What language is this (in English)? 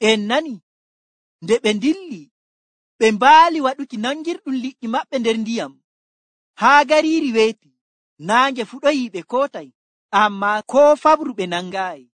Nigerian Fulfulde